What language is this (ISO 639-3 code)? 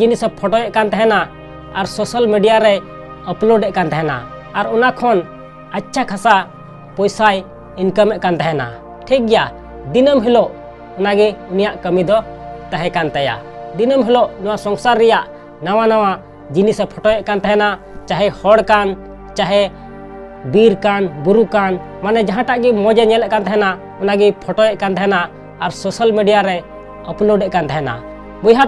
sat